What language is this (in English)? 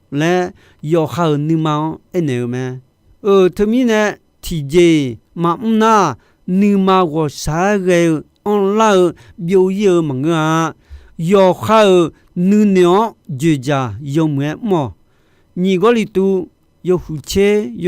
Akha